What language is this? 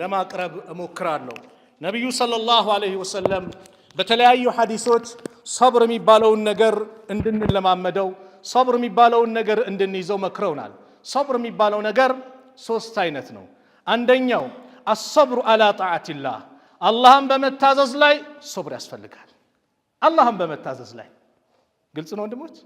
Amharic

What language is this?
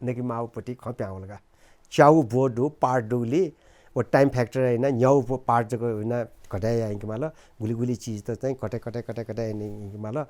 Newari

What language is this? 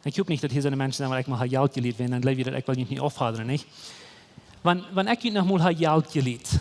Plautdietsch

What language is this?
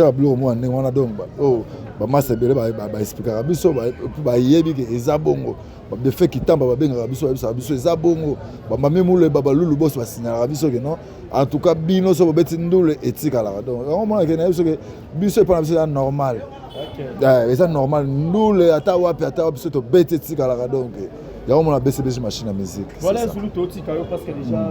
Lingala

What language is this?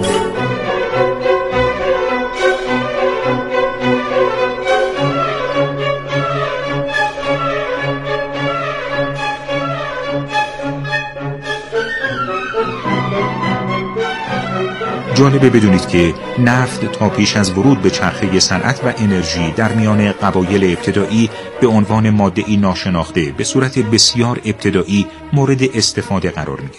Persian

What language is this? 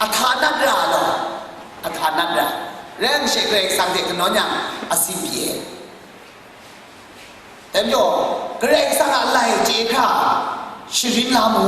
Kachin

